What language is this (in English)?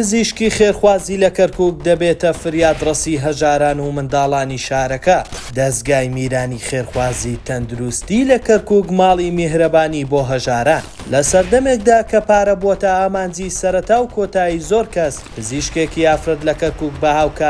Central Kurdish